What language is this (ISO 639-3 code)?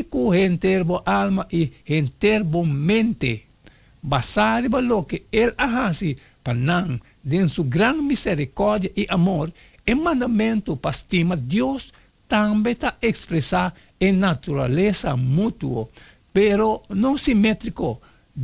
pap